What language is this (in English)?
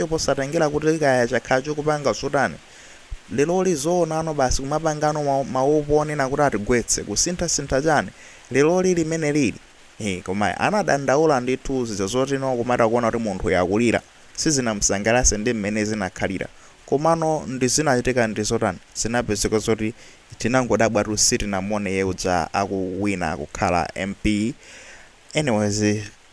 Nyanja